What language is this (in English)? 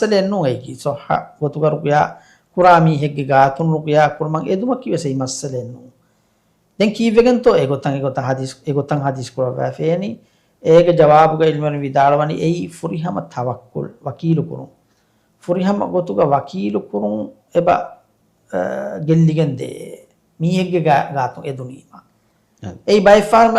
Divehi